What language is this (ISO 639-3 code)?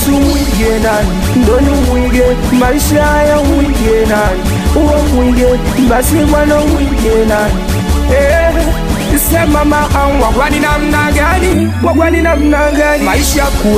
swa